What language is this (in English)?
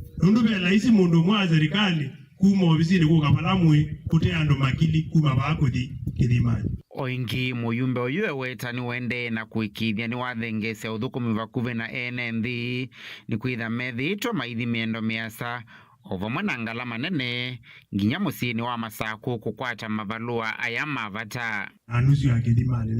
Kamba